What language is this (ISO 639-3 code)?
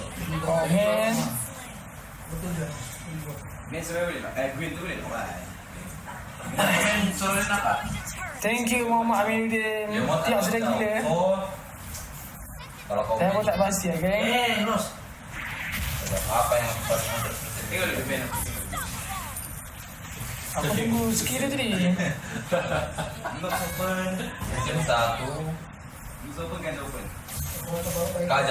msa